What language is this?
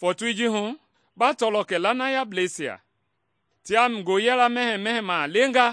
Mende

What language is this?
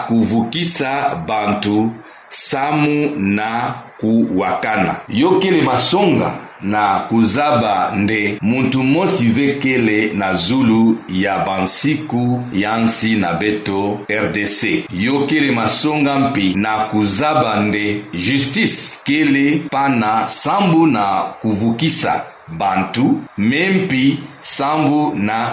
Kituba (Democratic Republic of Congo)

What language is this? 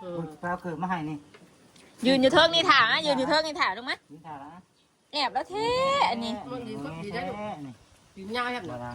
Northeastern Thai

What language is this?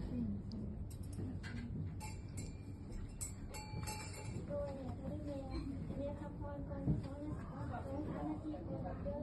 Lao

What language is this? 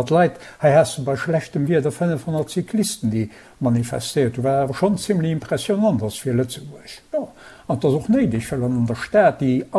Luxembourgish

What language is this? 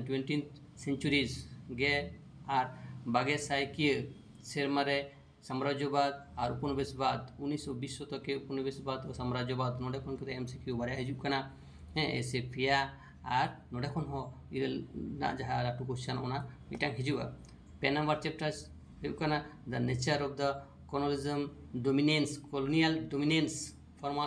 Santali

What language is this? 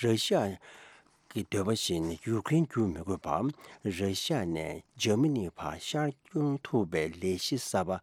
Tibetan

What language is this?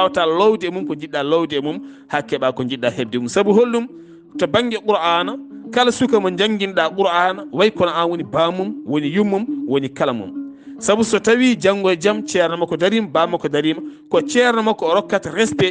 Fula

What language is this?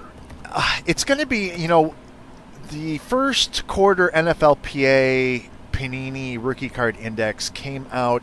English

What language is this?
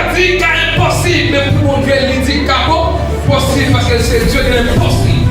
Haitian Creole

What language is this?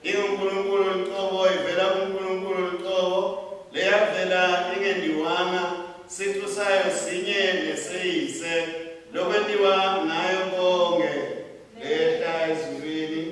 Swati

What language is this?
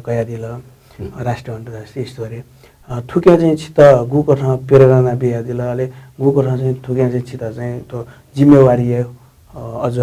Newari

